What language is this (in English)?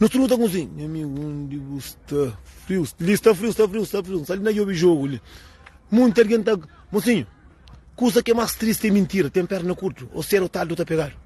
Kabuverdianu